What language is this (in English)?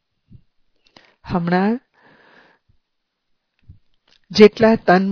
Gujarati